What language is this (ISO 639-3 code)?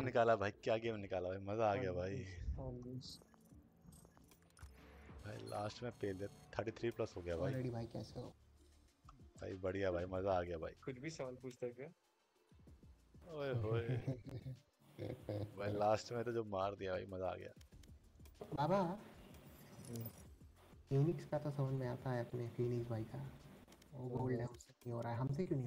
hin